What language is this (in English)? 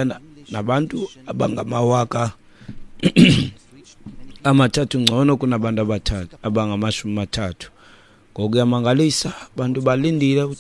Xhosa